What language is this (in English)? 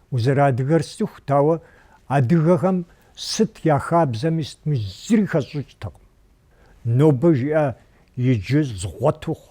Kabardian